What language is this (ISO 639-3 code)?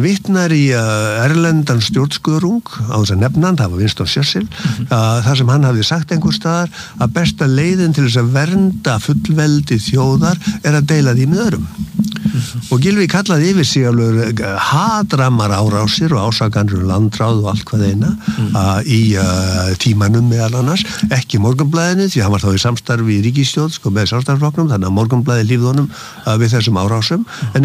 isl